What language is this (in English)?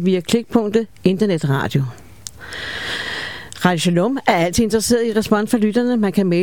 Danish